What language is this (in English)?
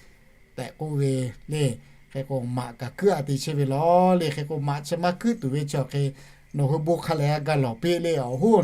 Lahu